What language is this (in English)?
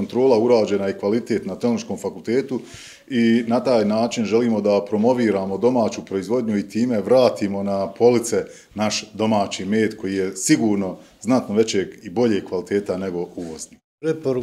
Bosnian